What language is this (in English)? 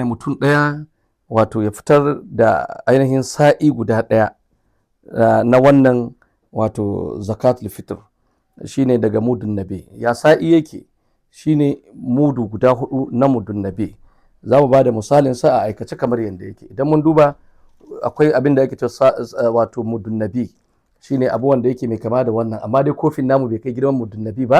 Hausa